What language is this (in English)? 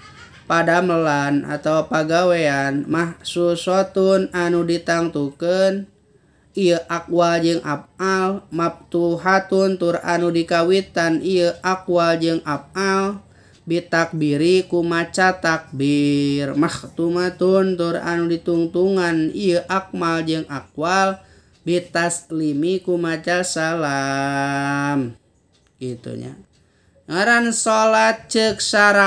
Sundanese